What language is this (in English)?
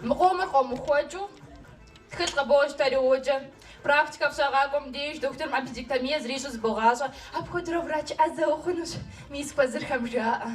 Kabardian